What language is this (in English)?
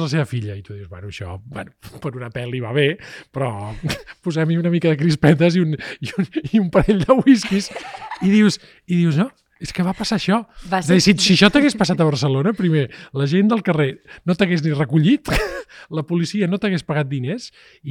Catalan